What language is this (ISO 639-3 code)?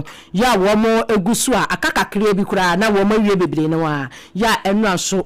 aka